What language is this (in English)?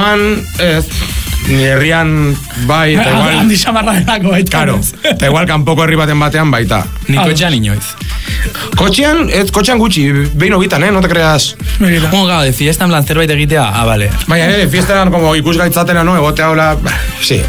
Basque